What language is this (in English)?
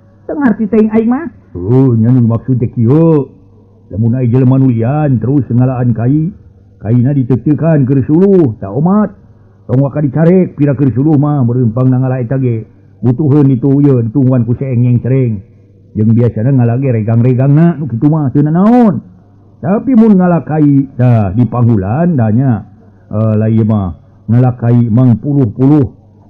Sundanese